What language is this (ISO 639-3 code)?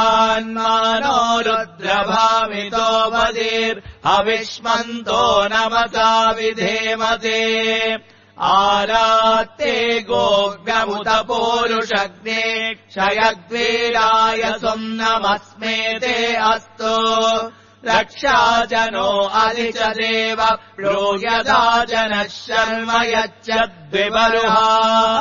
san